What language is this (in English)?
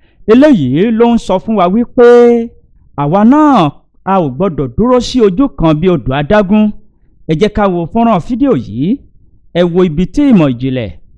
Yoruba